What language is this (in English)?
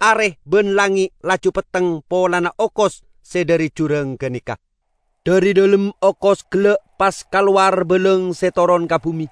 Madurese